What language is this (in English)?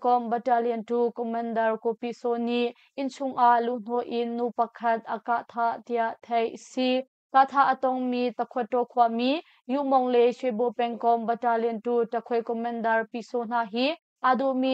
Hakha Chin